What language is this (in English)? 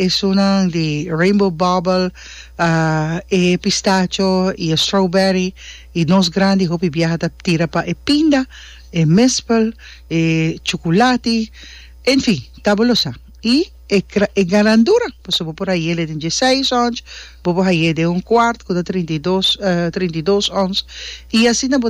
Papiamento